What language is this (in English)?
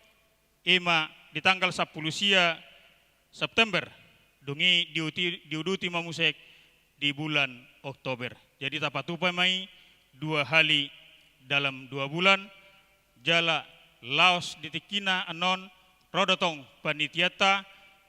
Batak Toba